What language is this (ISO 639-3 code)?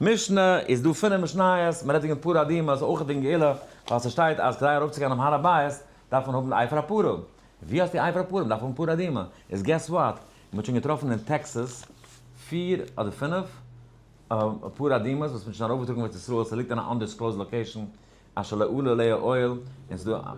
yid